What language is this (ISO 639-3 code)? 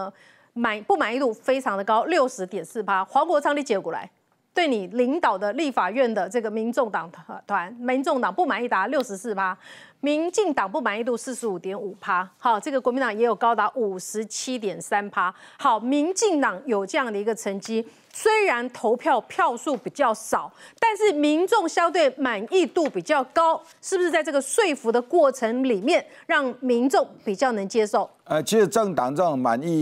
zho